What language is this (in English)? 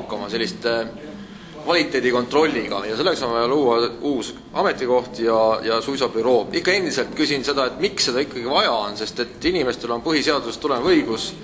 Estonian